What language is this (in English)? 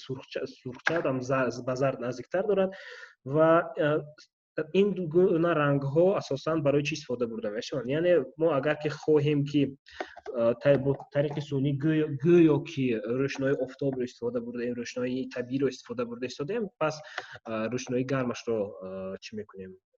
Tajik